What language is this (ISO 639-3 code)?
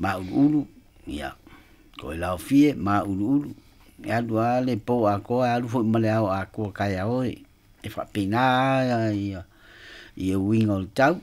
smo